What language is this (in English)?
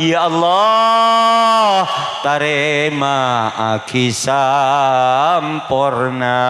Madurese